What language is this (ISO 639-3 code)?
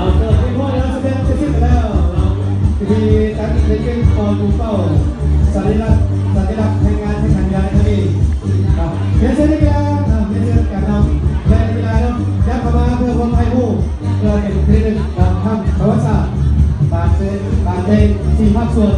lao